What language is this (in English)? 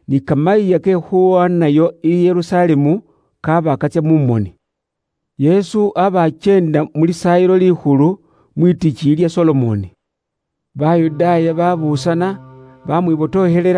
Luyia